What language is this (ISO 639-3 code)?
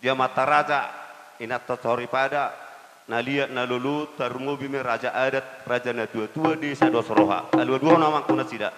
bbc